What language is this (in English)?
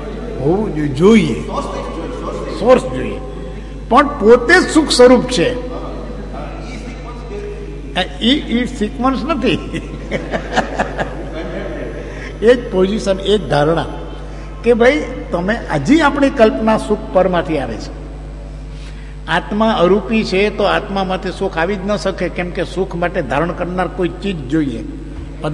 Gujarati